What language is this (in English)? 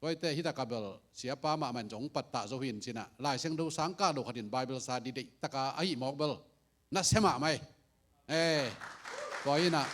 Tedim Chin